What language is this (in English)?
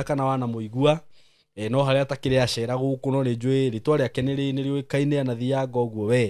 Kikuyu